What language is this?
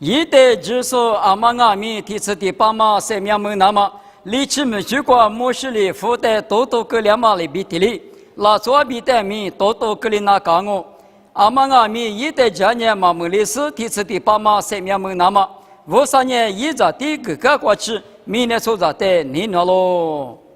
Lisu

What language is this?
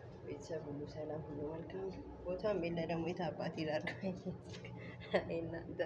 Amharic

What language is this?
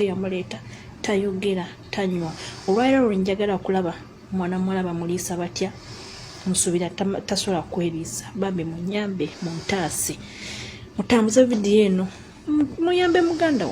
Ganda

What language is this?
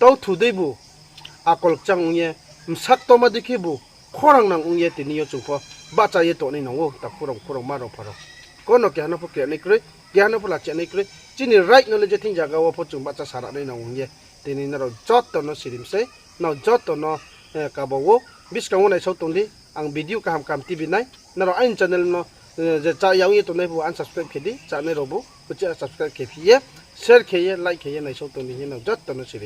Riang (India)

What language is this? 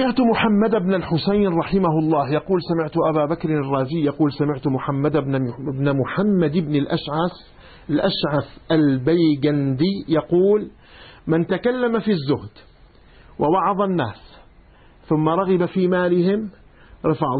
Arabic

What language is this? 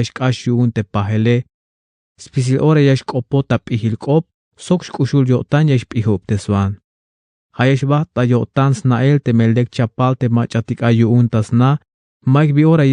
Tzeltal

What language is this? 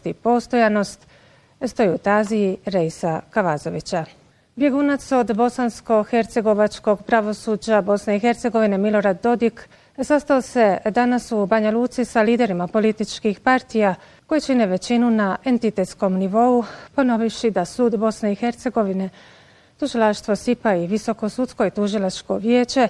Bosnian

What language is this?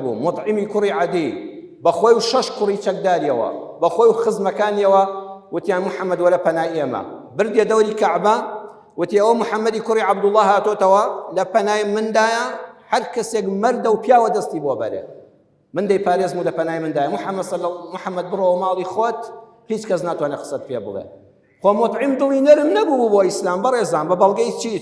Central Kurdish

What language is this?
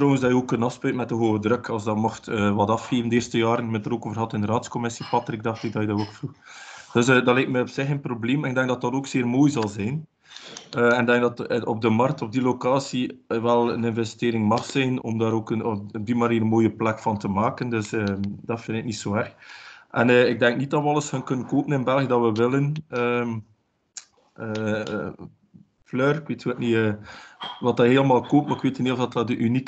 Dutch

